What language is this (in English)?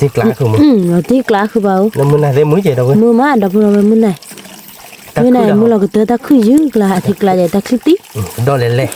S'gaw Karen